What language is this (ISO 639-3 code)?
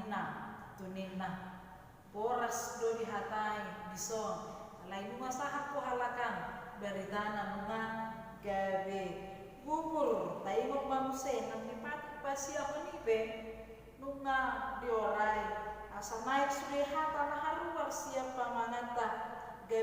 bbc